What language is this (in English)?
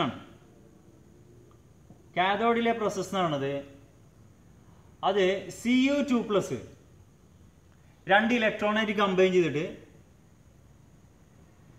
Malayalam